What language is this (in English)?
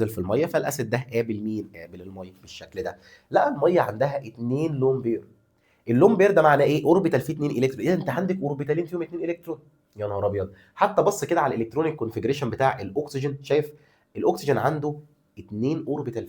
Egyptian Arabic